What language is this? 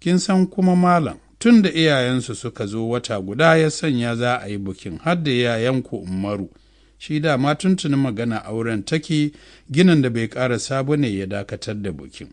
Hausa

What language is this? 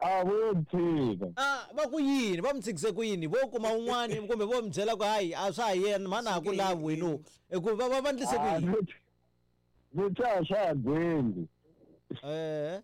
Tsonga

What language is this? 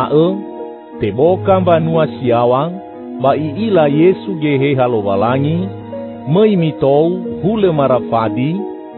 Nias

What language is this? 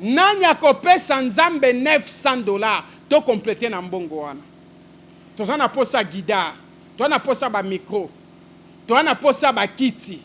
Lingala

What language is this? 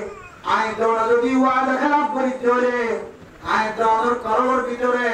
Rohingya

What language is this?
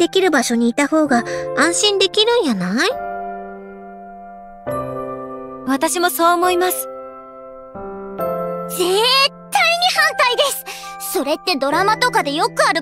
Japanese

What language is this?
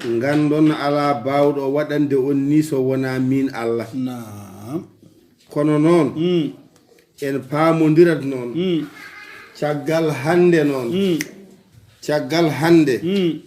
Fula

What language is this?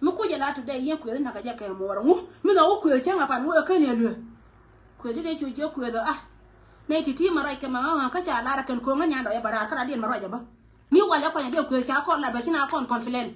Nuer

